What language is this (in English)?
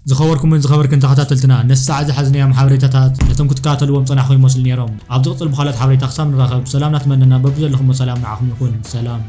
Tigrinya